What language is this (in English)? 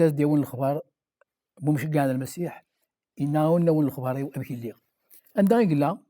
Kabyle